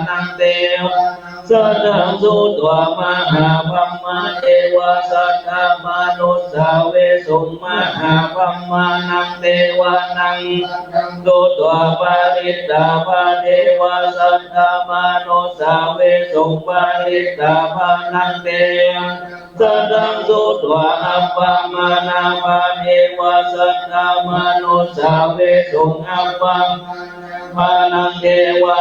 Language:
Pali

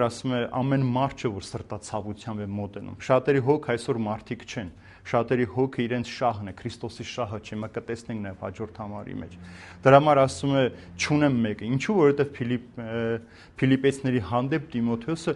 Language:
Armenian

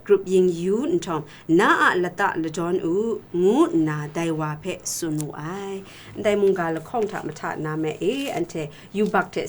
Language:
Kachin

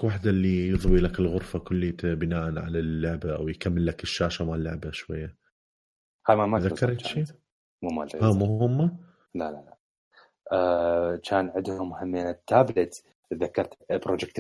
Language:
Mesopotamian Arabic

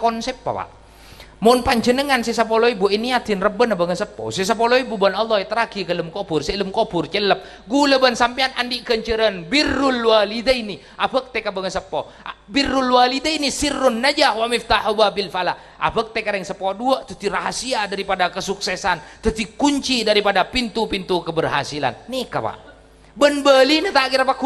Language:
Madurese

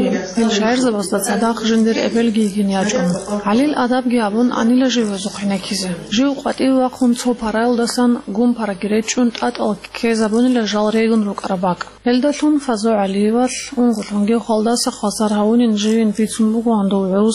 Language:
Avaric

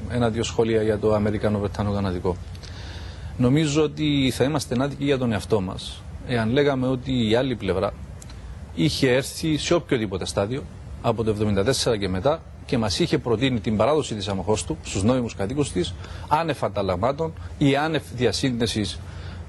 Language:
Greek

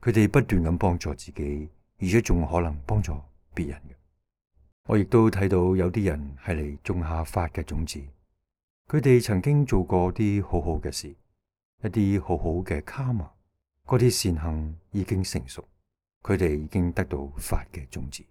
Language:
Cantonese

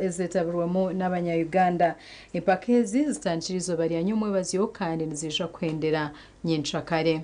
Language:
Nyankole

